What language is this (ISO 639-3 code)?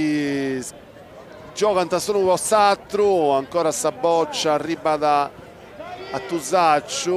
srd